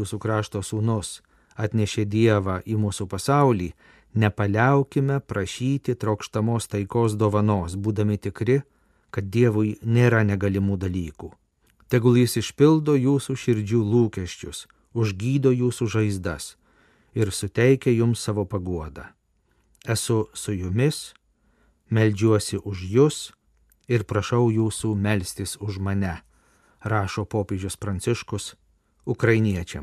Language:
Lithuanian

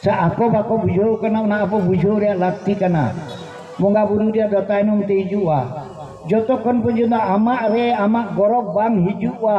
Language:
Santali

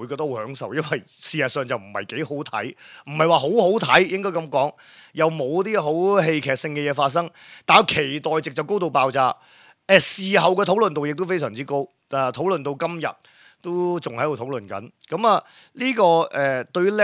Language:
Cantonese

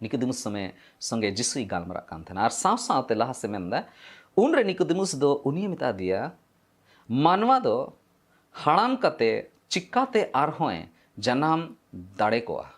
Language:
Santali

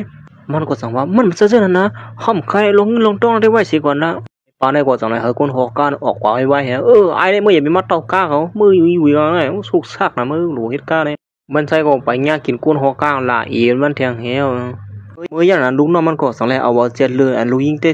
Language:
Shan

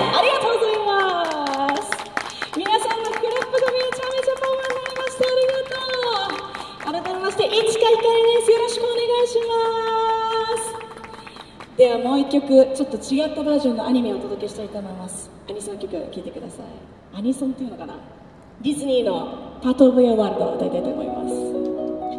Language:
Japanese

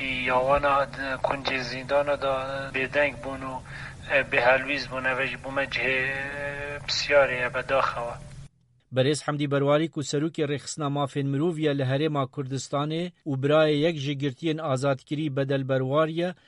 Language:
Kurdish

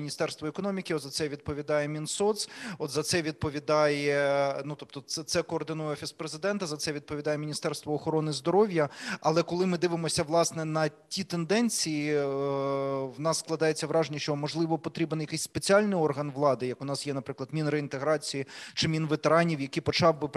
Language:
Ukrainian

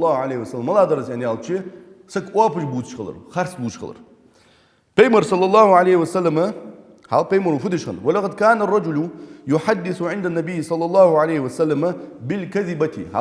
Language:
Ingush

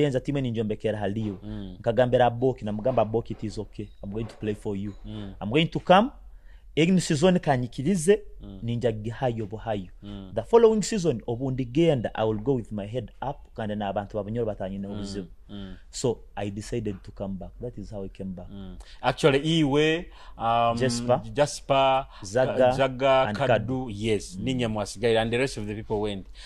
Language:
Nyoro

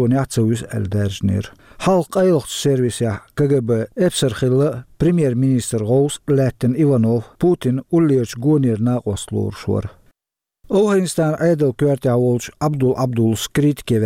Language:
Chechen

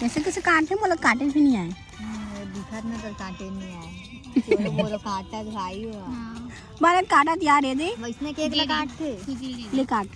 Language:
Chhattisgarhi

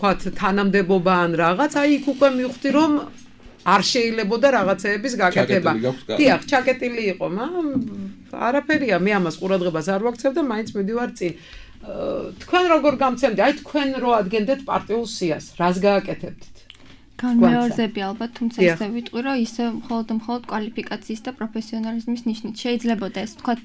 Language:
Georgian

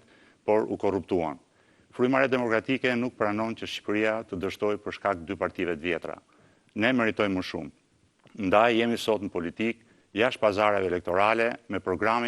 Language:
Albanian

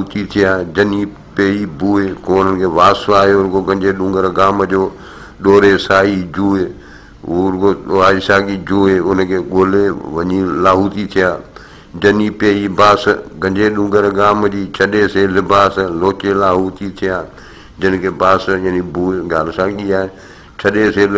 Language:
Sindhi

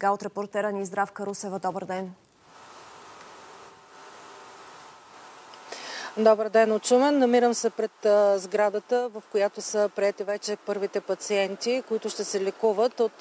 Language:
Bulgarian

